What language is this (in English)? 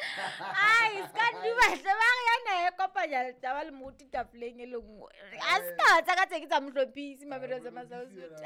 Southern Sotho